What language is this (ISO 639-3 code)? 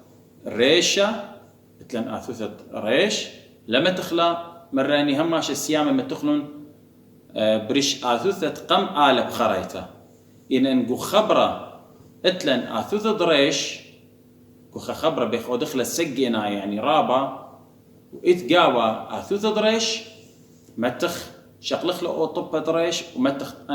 aii